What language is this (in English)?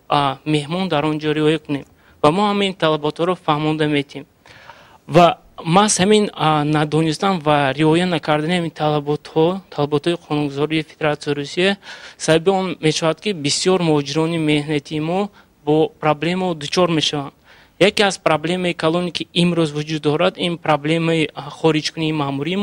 Tajik